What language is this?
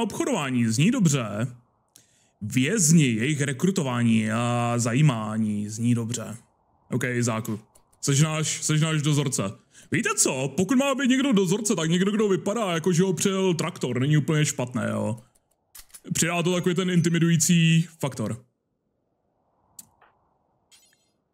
Czech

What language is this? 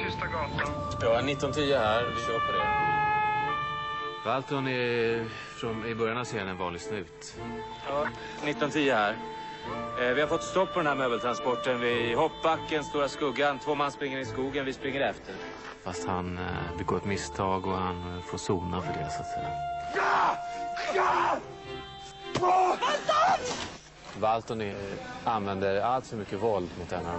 Swedish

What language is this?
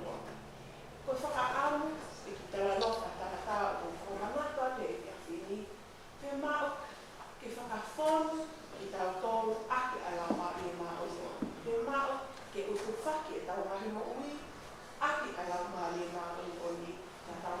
Tongan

